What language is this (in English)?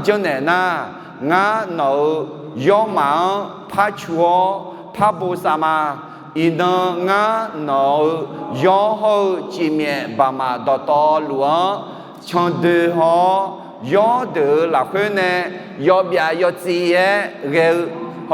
Akha